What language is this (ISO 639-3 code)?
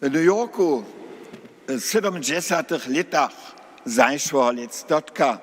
hsb